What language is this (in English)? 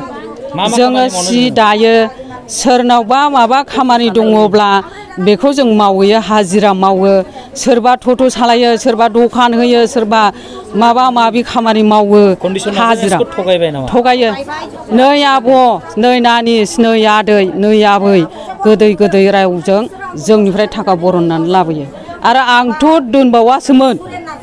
Bodo